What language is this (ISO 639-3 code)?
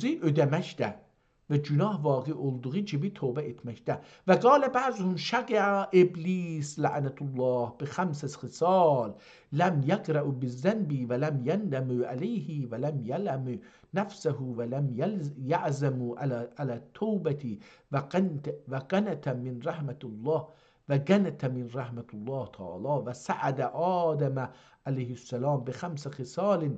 azb